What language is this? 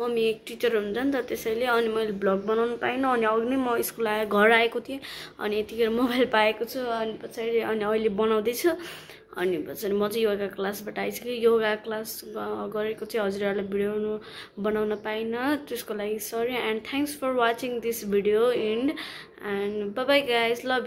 Nepali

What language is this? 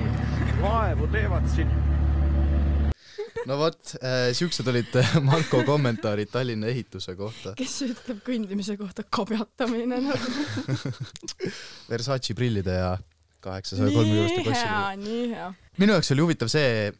Estonian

